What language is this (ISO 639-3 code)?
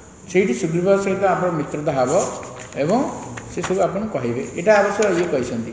ori